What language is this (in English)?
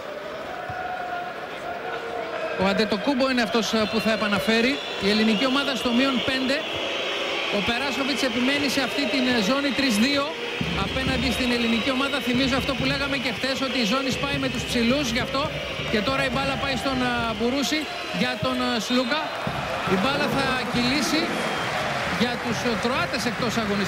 Greek